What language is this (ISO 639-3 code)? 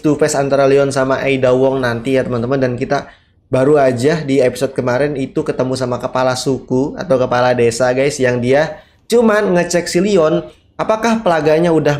ind